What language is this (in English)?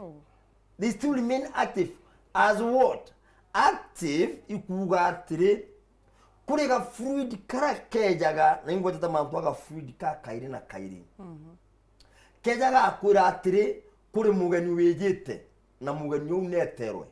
Meru